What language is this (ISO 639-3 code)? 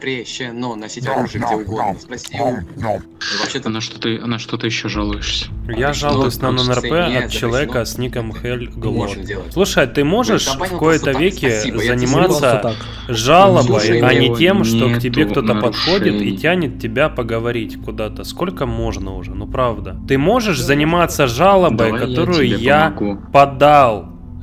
rus